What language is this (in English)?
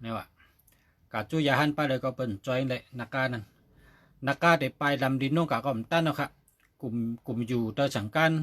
Shan